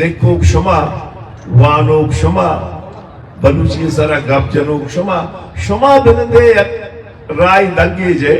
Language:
Eastern Balochi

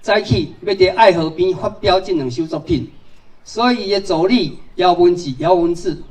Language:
Min Nan Chinese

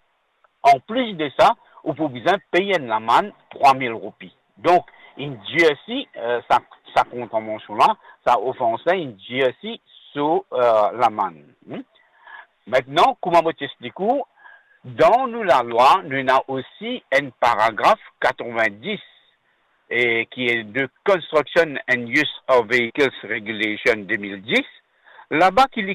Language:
Morisyen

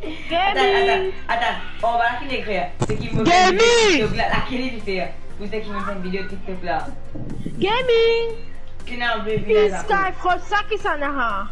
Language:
Morisyen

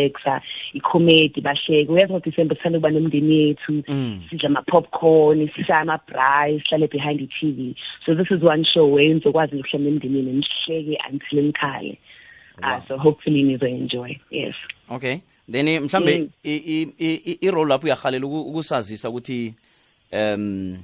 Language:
South Ndebele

